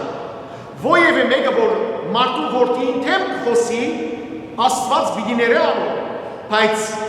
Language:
Western Armenian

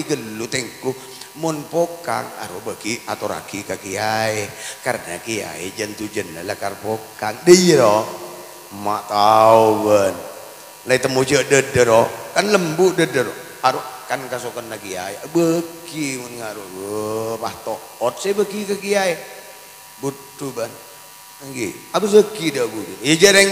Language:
Madurese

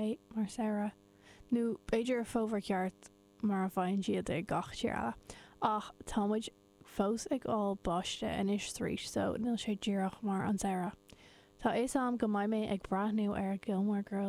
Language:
Irish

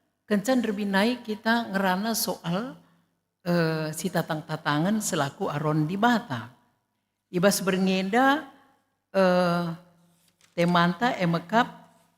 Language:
Batak Karo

